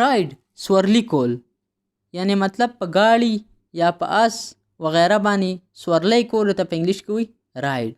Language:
Pashto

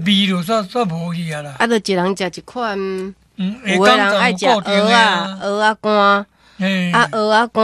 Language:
Min Nan Chinese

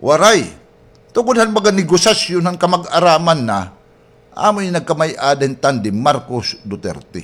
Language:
Waray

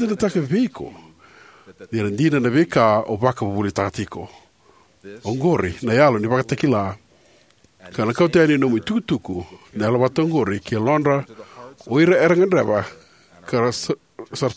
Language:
Fijian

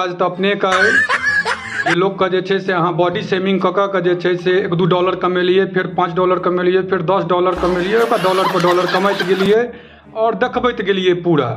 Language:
Maithili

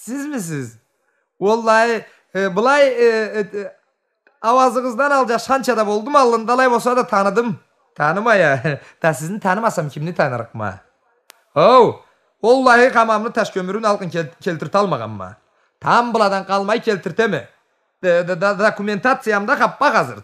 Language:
Karachay-Balkar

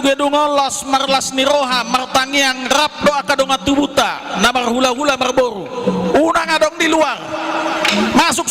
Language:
Batak Toba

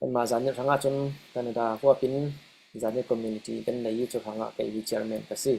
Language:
Falam Chin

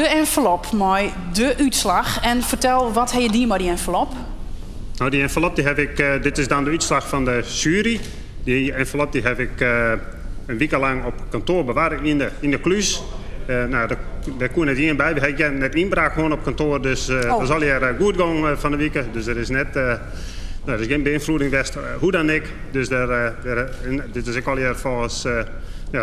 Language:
Western Frisian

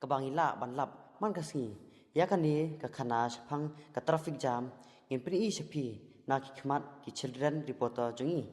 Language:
Khasi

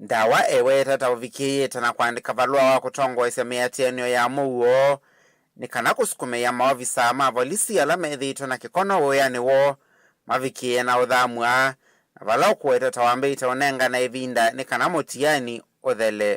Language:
Kamba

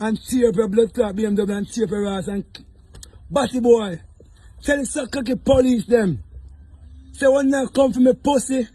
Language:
Jamaican Creole English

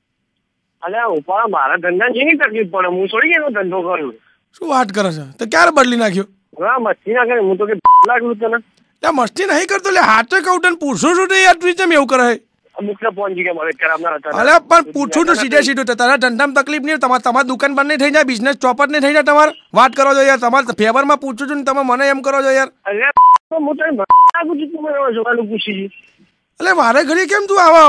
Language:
Gujarati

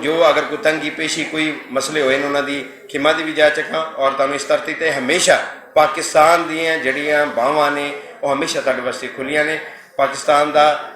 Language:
Western Panjabi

